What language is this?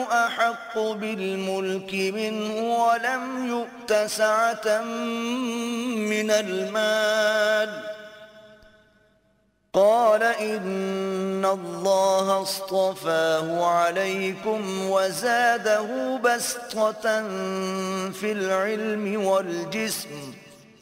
Arabic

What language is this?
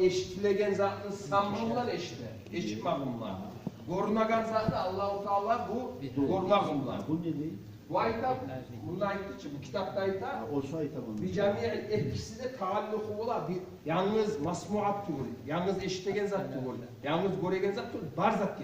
Kumyk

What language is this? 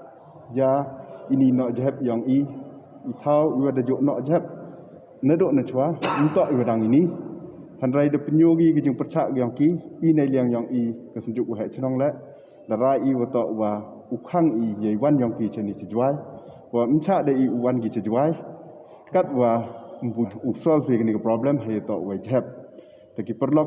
Pnar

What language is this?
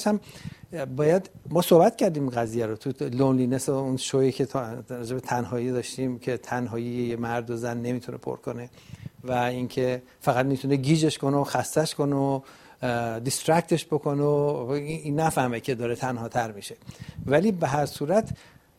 Persian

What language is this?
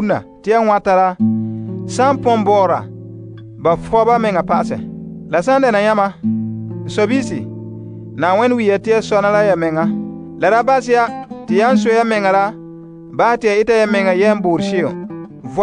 Frafra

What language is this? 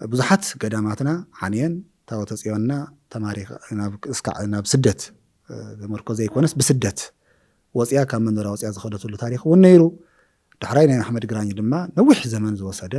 Tigrinya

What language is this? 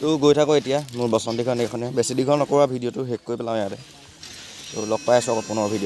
Assamese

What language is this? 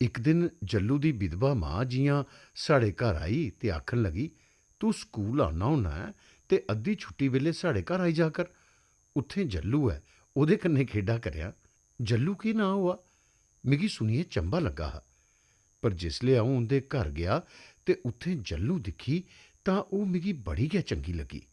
Dogri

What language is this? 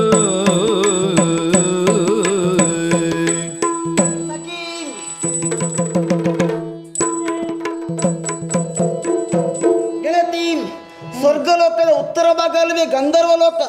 Kannada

